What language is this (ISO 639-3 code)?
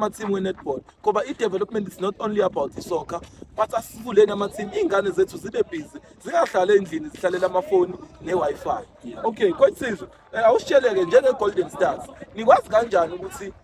zul